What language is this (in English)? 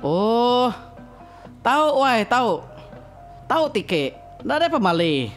Iban